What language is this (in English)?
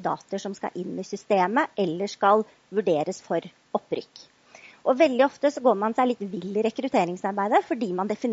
Norwegian